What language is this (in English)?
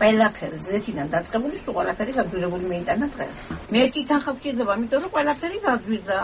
Georgian